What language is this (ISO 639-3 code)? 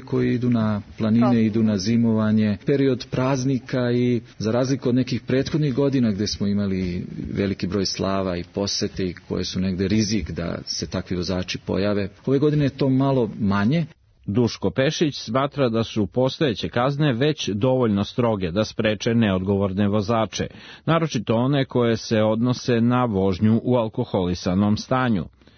srp